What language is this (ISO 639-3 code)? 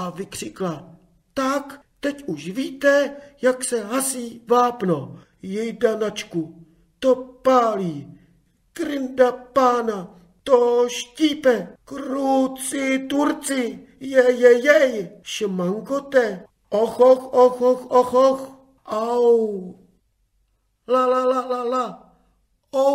ces